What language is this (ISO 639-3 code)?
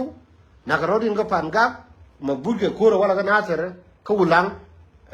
nus